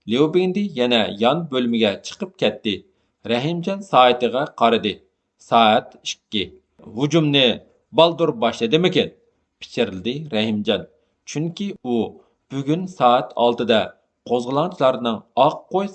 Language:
Uyghur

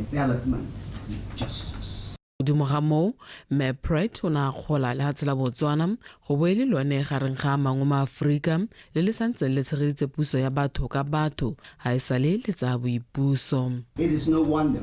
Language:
Tswana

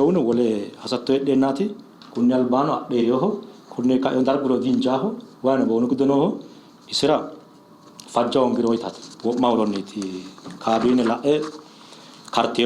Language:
Sidamo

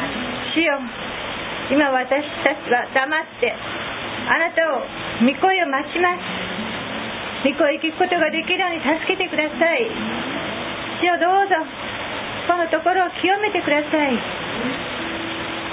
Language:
Japanese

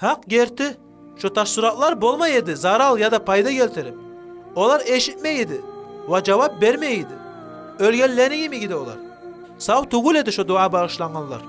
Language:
Kumyk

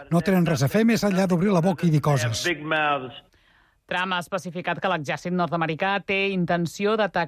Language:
Catalan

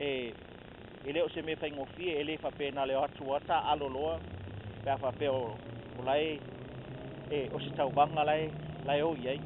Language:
Samoan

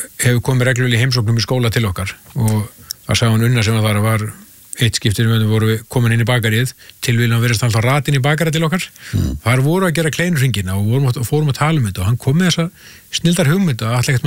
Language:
Icelandic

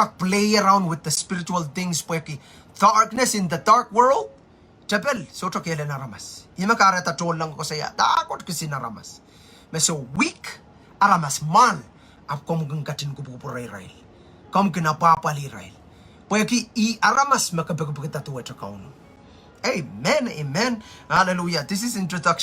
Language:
Pohnpeian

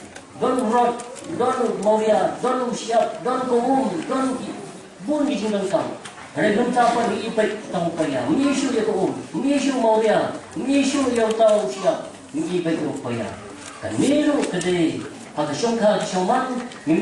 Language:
Khasi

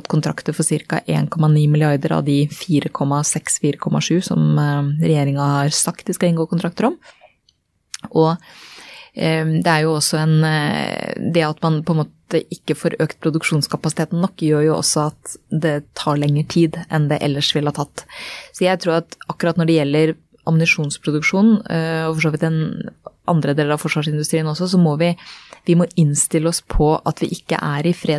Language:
Norwegian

